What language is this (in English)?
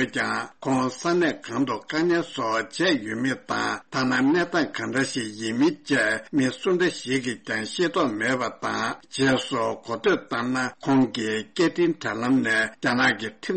Tibetan